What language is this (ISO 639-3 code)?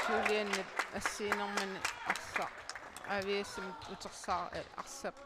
kal